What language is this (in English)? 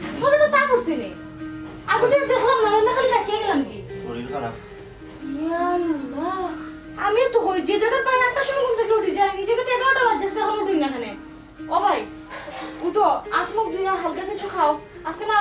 Sylheti